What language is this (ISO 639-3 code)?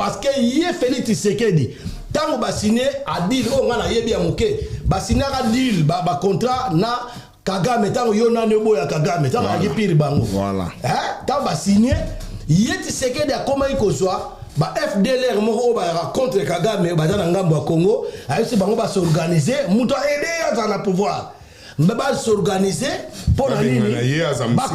lin